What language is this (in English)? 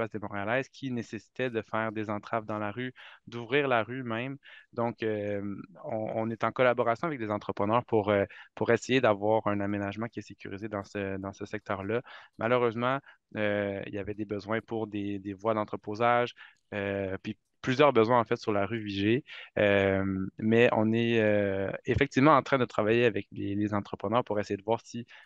French